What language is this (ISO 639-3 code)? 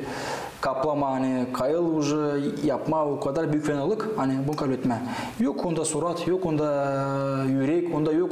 gag